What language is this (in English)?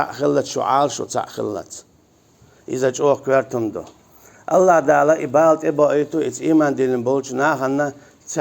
Chechen